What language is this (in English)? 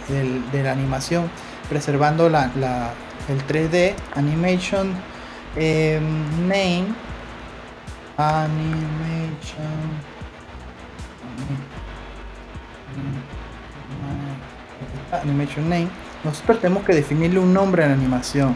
Spanish